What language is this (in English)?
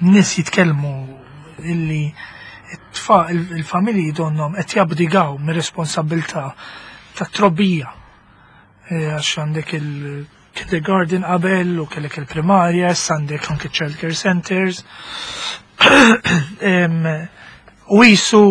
Maltese